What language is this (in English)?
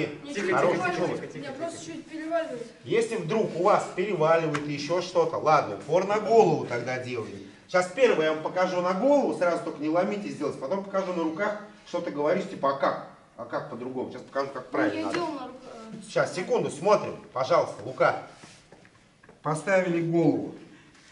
Russian